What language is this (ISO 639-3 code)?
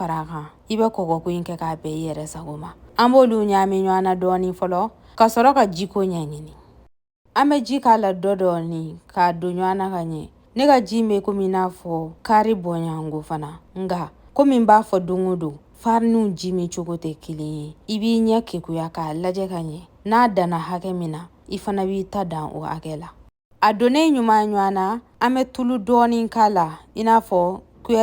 bam